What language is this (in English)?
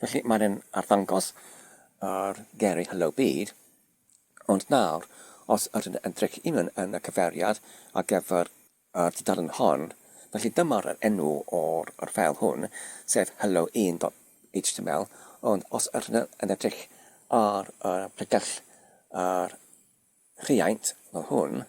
Welsh